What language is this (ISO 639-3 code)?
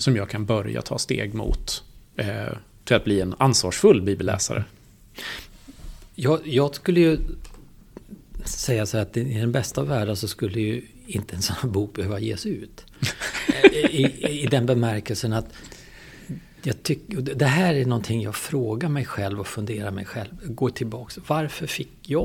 swe